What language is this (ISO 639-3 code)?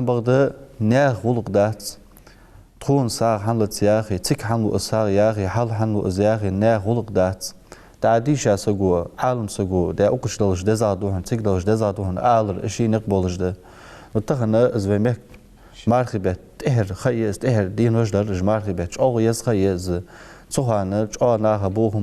inh